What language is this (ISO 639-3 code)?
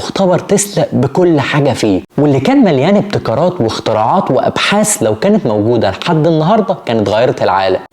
arz